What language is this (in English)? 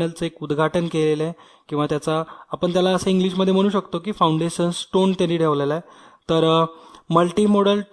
Marathi